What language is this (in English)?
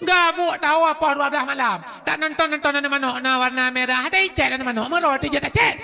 Achinese